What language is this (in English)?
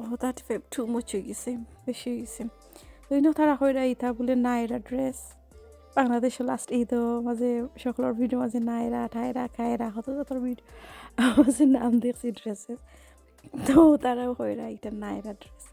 Sylheti